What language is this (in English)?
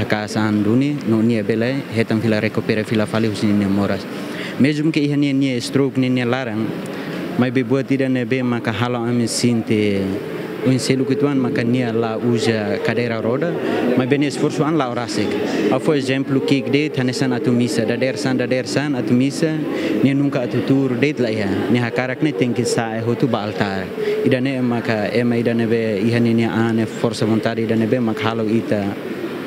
Tetum